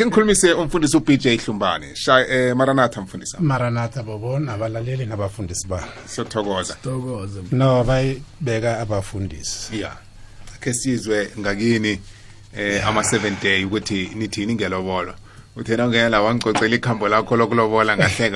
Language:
South Ndebele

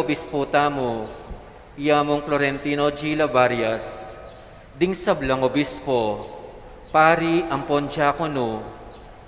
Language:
Pampanga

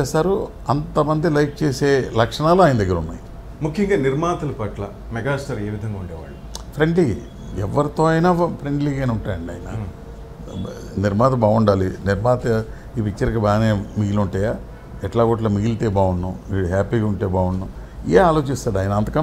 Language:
Telugu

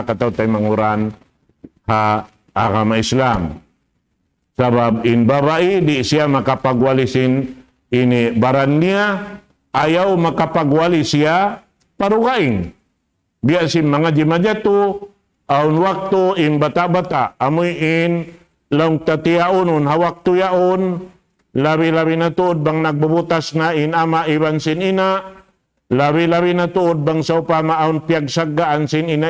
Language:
Tausug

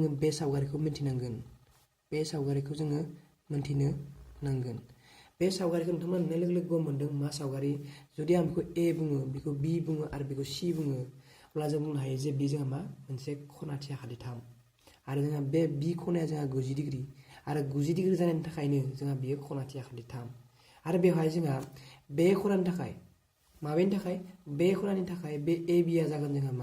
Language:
Bodo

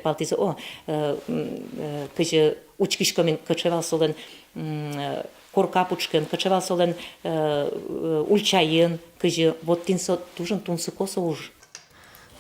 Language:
Udmurt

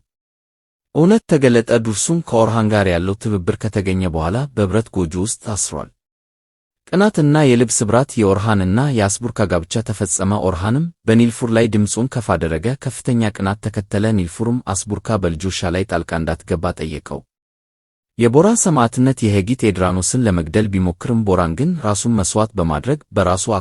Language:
Amharic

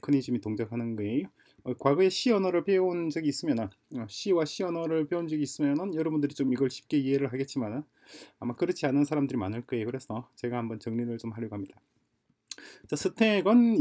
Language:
Korean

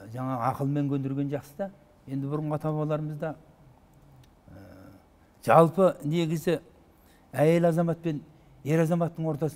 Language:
Kazakh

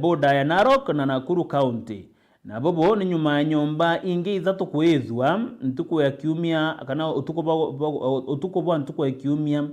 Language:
Meru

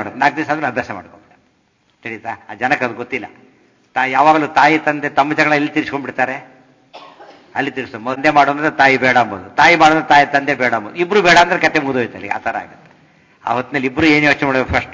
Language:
Kannada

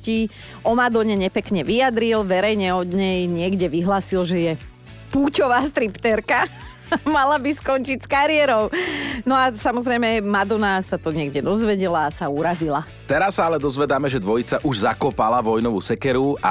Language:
Slovak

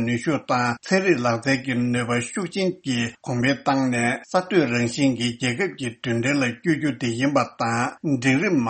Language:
Tibetan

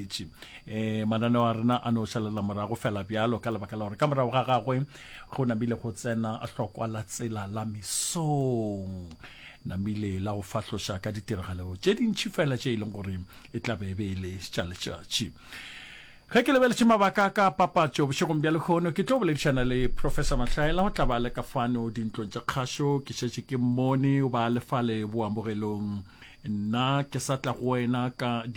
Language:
Northern Sotho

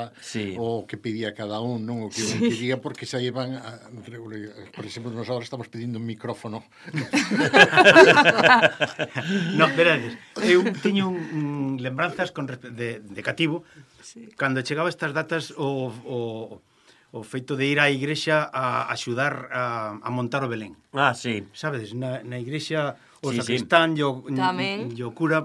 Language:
Galician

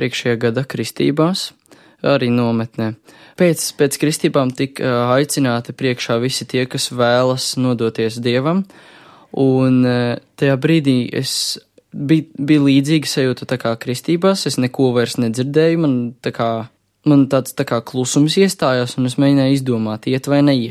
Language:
Latvian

